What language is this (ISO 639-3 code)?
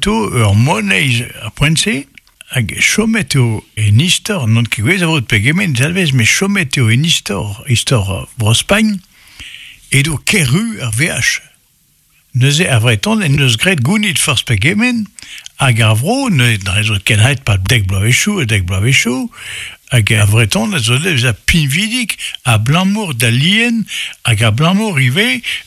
bre